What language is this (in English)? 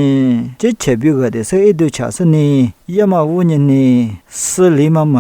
Lisu